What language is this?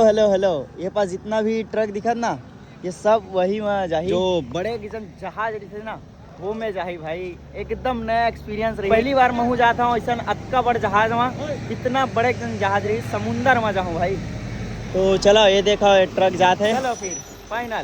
Chhattisgarhi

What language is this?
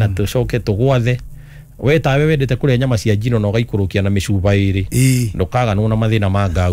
Kikuyu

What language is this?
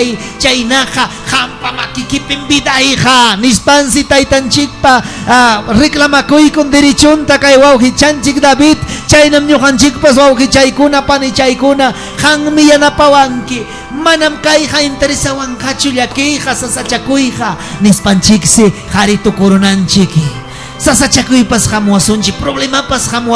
Ayacucho Quechua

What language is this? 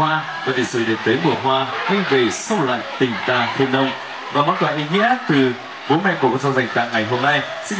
Vietnamese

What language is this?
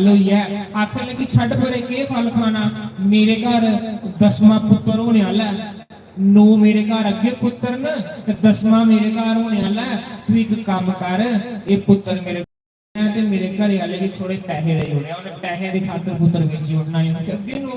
Dogri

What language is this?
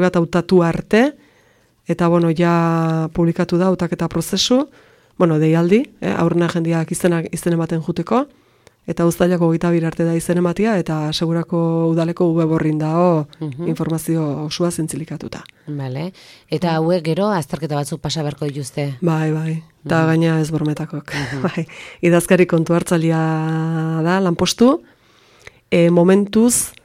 Basque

